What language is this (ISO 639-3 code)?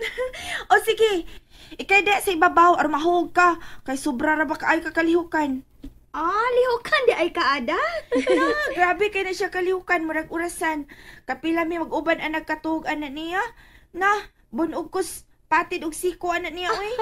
ceb